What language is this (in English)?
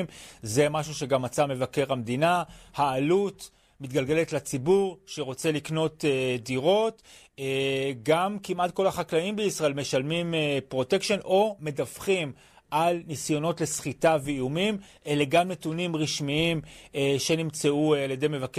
Hebrew